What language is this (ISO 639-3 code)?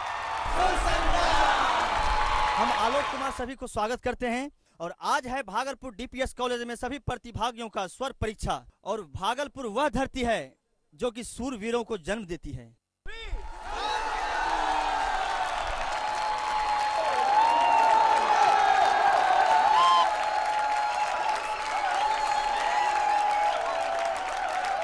bho